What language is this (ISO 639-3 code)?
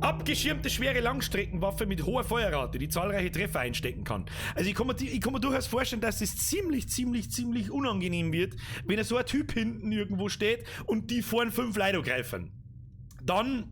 bar